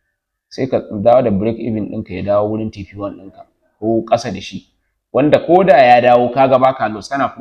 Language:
Hausa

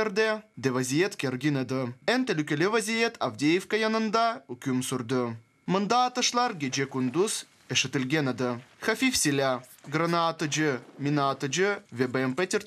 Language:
Crimean Tatar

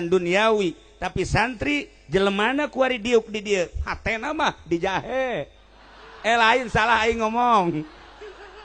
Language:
Sundanese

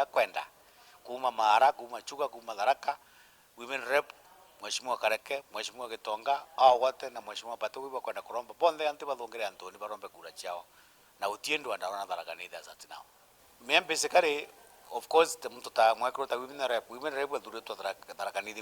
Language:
Meru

